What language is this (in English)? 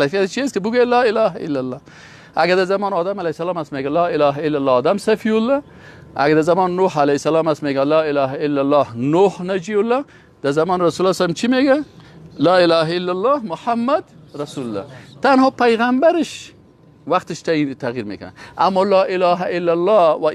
Persian